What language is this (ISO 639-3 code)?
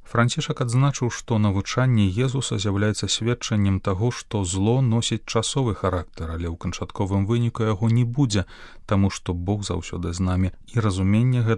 bel